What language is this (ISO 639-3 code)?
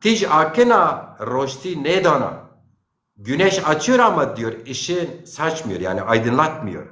zza